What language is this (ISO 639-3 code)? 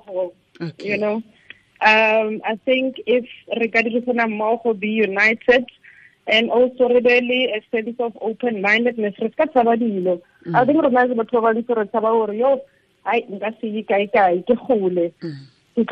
tsn